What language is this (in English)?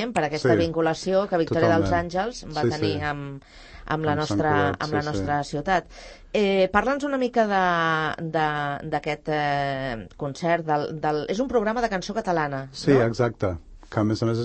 Catalan